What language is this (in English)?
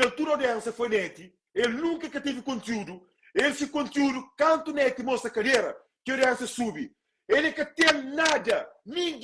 Kabuverdianu